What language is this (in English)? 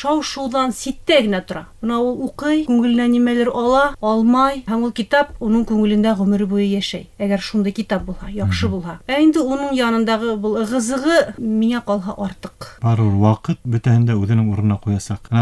Bashkir